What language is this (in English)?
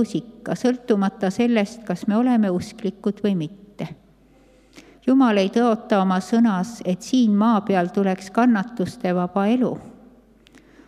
Estonian